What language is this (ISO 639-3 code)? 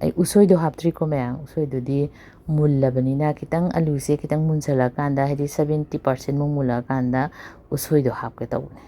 mni